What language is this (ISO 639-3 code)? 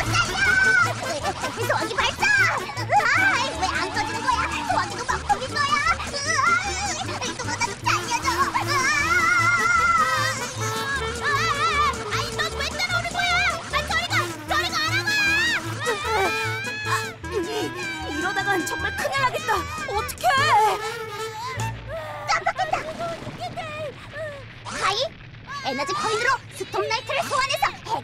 kor